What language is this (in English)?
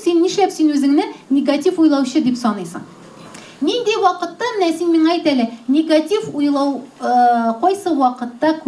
Tatar